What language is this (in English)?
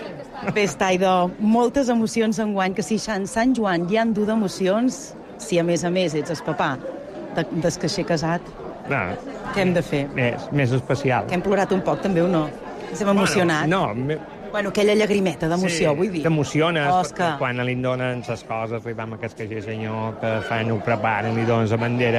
Catalan